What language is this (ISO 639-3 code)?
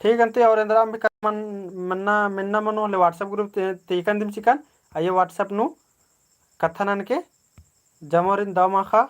kru